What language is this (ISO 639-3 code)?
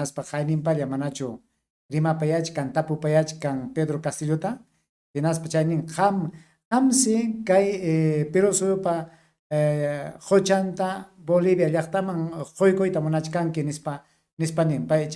quy